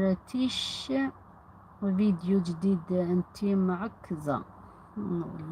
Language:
Algerian Arabic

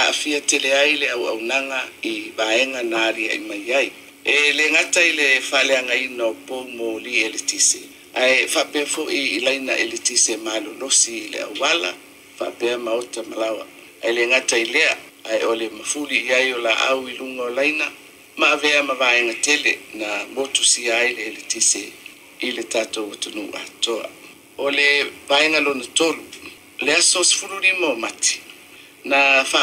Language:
Samoan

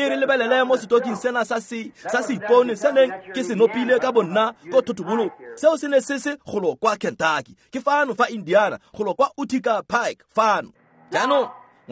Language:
Tswana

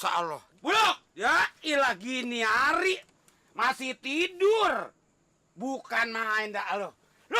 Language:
Betawi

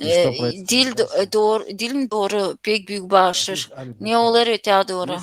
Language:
Gagauz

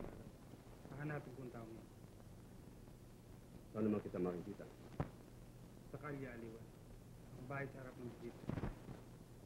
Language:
Filipino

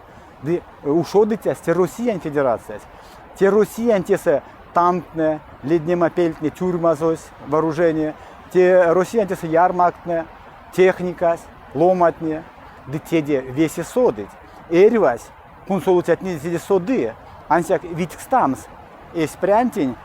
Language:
Erzya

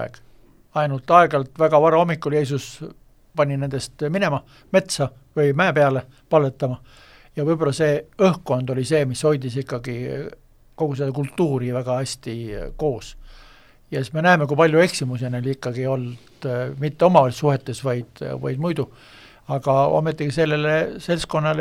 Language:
Estonian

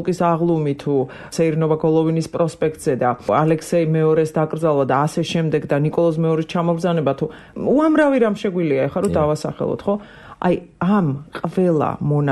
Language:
Georgian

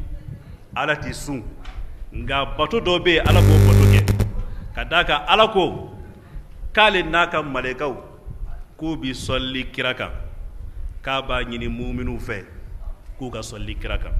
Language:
Bambara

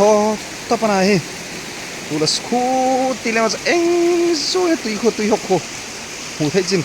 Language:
Hmar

